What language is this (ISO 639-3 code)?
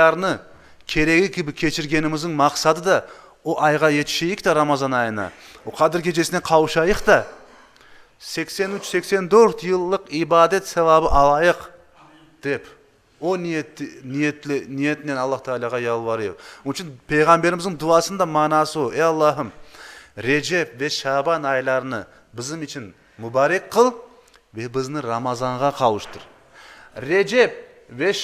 crh